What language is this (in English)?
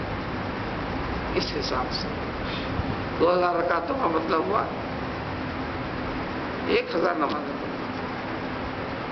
Urdu